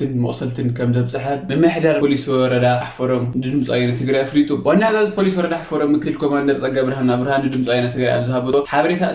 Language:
Tigrinya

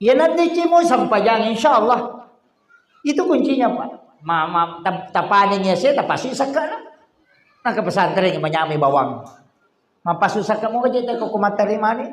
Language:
Buginese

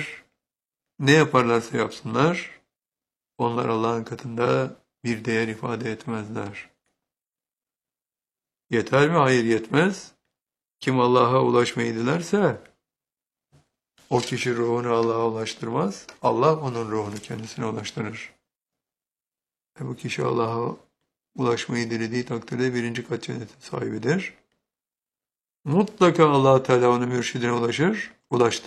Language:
Turkish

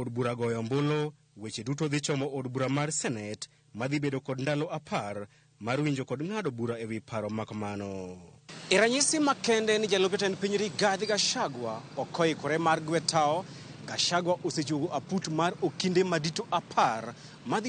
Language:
Luo (Kenya and Tanzania)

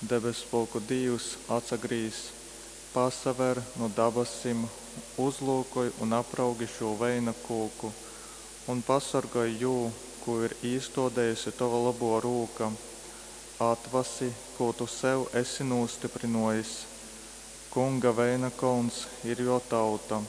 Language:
Latgalian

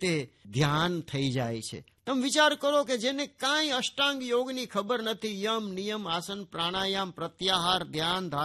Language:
Gujarati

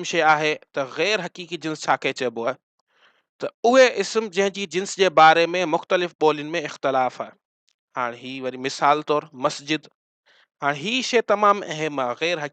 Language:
Sindhi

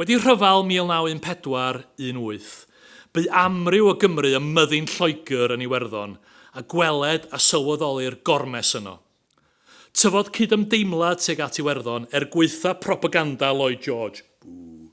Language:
Welsh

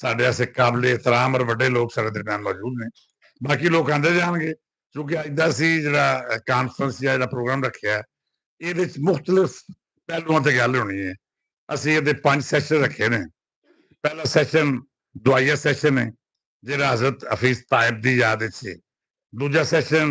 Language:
Western Panjabi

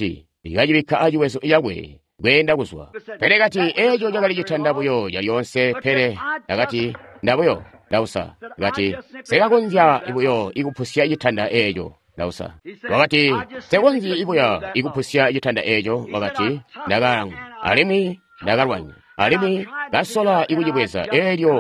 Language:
Tonga (Zambia)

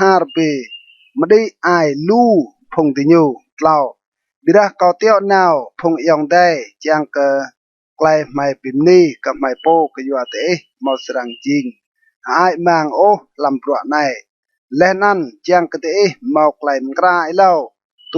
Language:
Rade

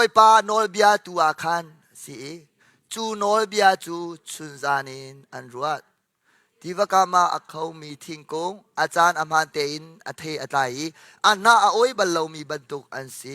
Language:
Hakha Chin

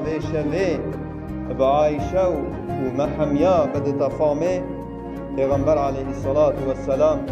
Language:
Kurdish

